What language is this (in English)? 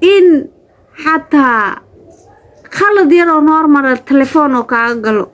Somali